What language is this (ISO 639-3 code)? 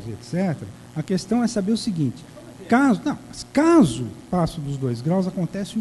por